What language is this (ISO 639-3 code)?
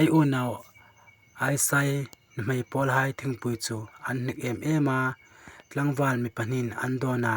hmr